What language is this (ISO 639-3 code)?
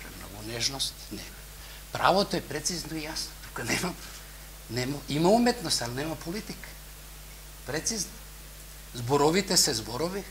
mkd